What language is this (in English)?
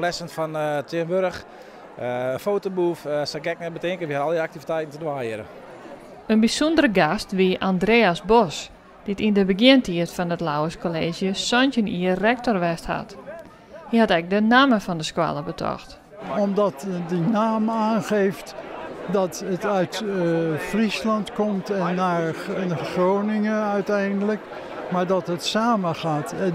Western Frisian